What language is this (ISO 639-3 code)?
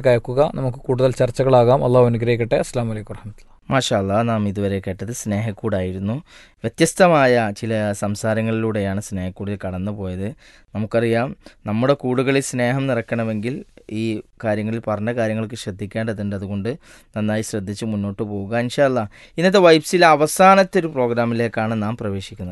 mal